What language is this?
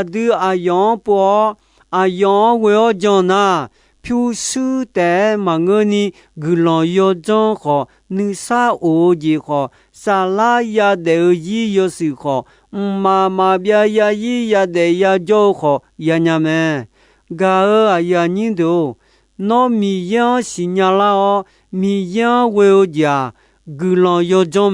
Akha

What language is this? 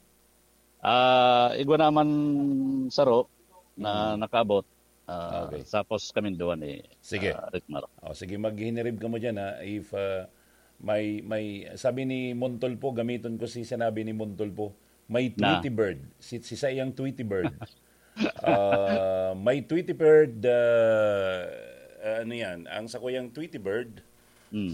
Bikol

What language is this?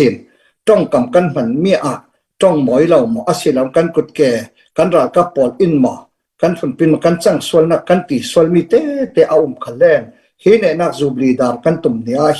Falam Chin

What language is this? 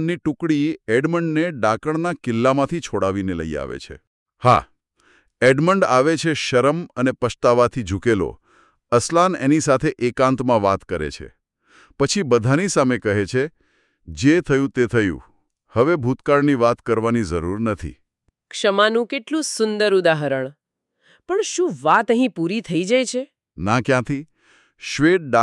Gujarati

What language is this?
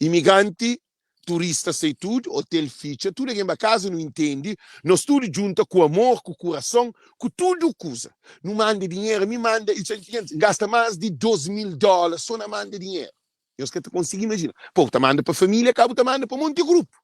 Kabuverdianu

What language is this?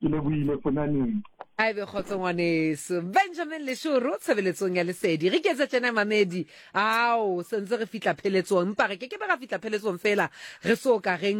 Southern Sotho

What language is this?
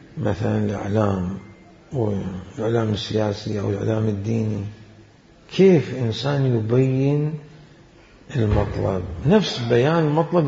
Mesopotamian Arabic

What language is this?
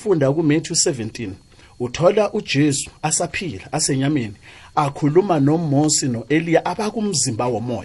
South Ndebele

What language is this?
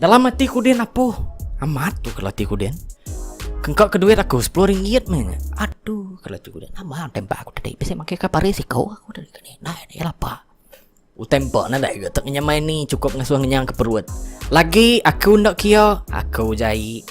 Iban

